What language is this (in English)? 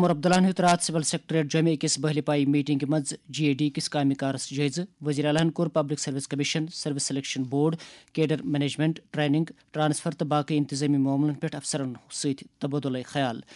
Kashmiri